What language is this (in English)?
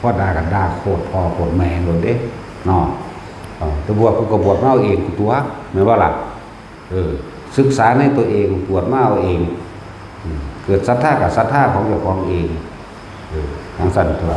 Northeastern Thai